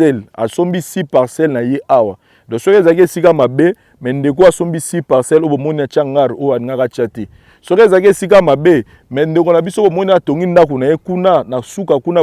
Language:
Lingala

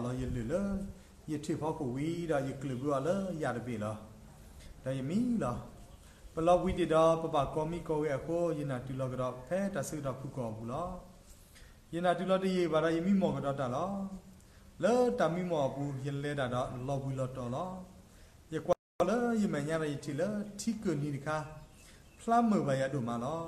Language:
S'gaw Karen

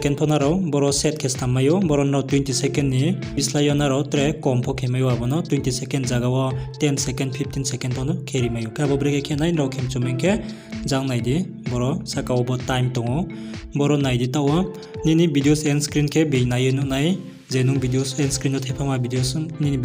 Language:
Riang (India)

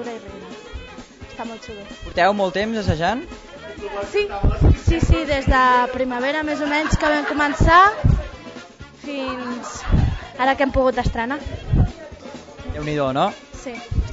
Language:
Catalan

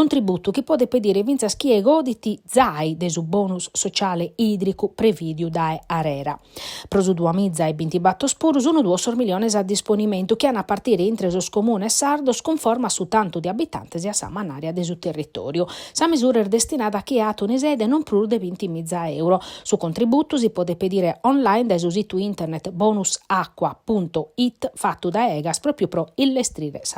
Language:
Sardinian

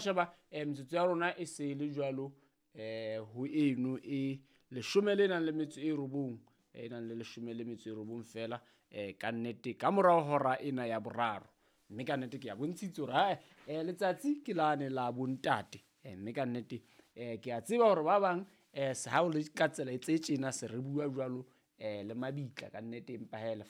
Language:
Southern Sotho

